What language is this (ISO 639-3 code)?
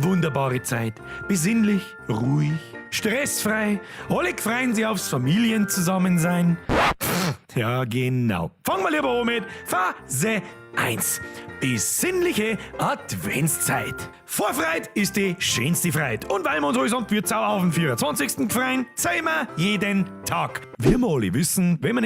bar